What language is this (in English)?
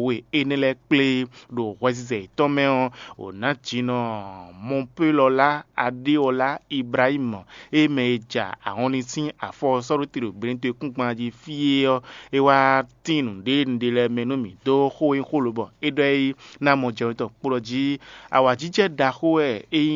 Fon